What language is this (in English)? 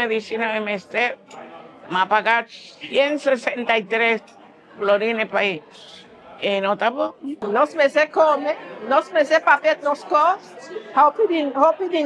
Papiamento